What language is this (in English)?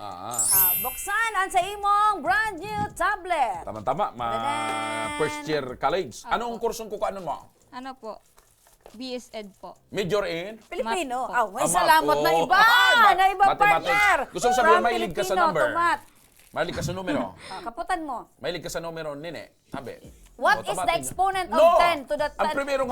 Bikol